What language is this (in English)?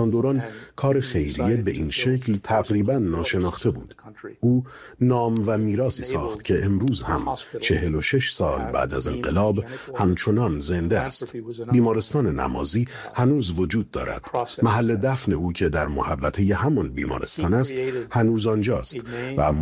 Persian